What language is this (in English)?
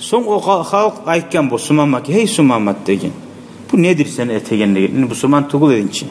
Kumyk